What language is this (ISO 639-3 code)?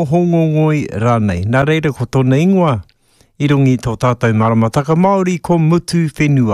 mri